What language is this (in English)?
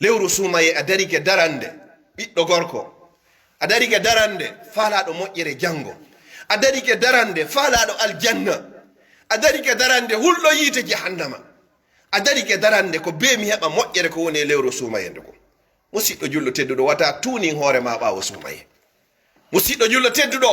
Pular